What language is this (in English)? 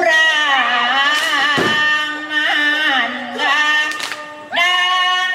Minangkabau